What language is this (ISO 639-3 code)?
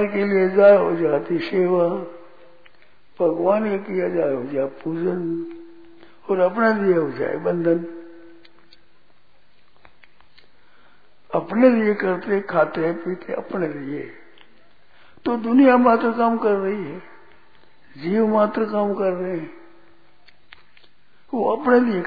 hin